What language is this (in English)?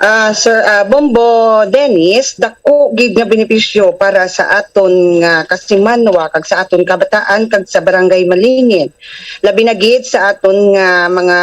Hiligaynon